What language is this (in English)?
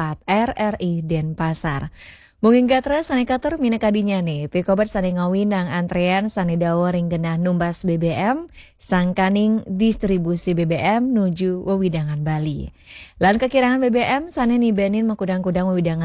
Balinese